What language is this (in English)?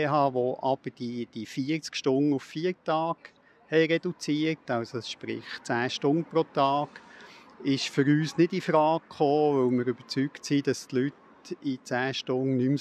Swiss German